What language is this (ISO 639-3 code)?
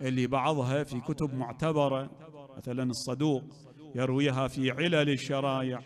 acm